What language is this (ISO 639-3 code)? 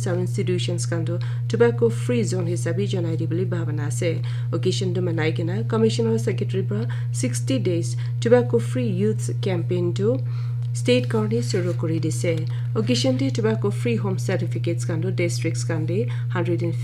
nag